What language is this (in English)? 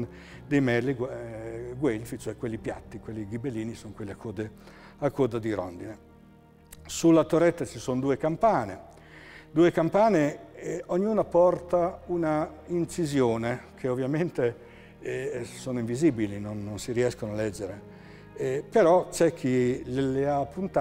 Italian